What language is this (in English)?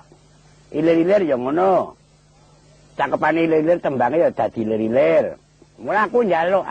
Javanese